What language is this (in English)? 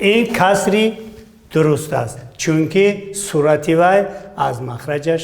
Tajik